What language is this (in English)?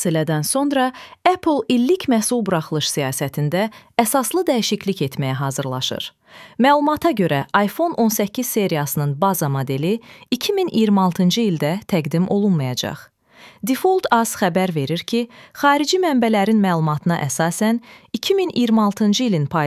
Azerbaijani